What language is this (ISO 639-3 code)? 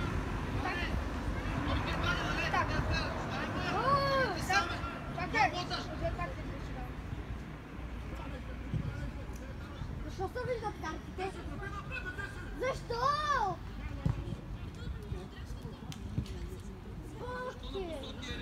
bul